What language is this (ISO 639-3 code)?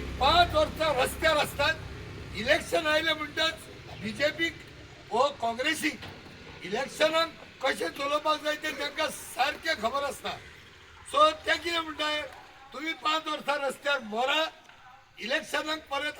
kok